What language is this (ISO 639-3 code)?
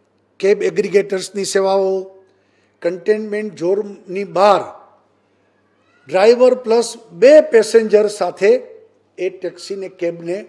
guj